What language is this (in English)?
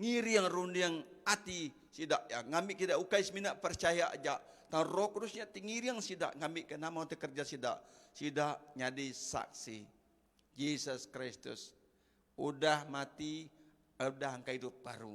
Iban